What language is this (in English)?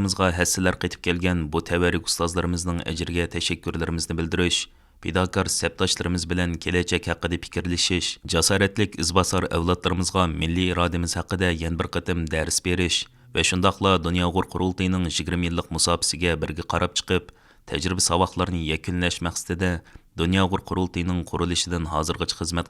Uyghur